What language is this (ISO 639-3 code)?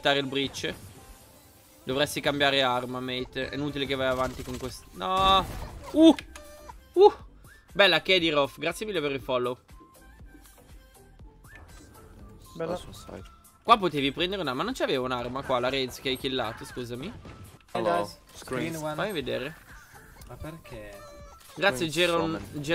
ita